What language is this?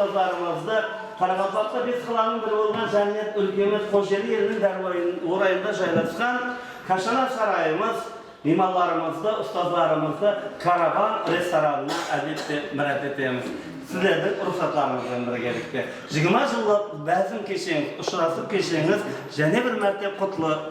Kara-Kalpak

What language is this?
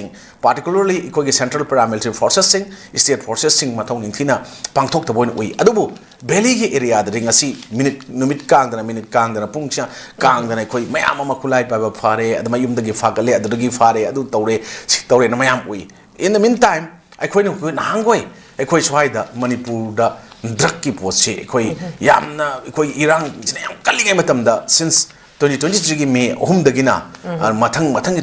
Manipuri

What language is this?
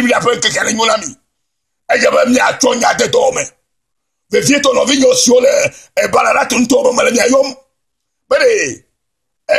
Ewe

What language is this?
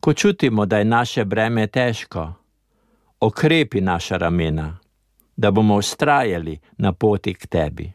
Slovenian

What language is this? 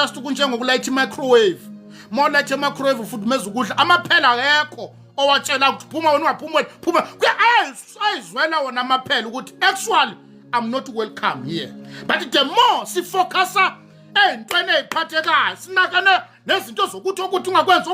Zulu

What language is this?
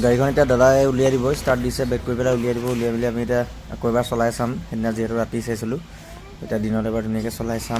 Assamese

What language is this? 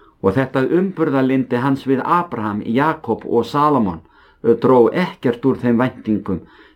Icelandic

